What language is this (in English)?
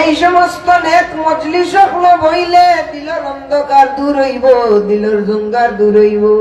Sylheti